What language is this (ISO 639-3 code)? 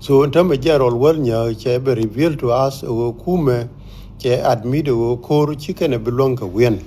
nus